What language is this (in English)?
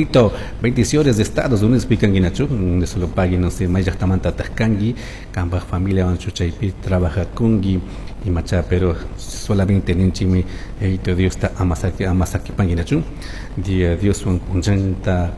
Chimborazo Highland Quichua